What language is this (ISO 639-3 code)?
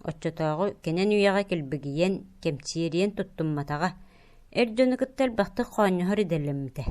sah